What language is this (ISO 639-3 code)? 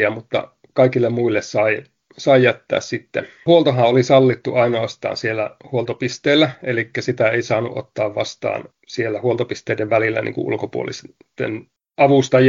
fin